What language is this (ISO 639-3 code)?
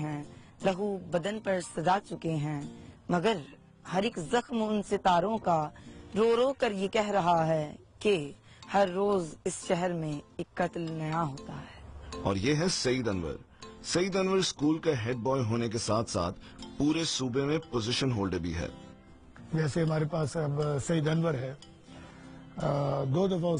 urd